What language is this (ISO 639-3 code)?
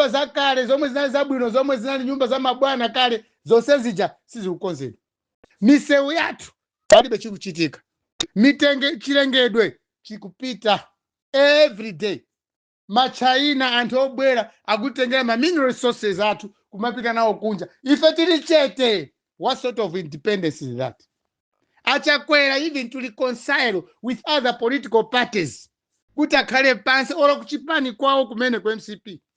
nya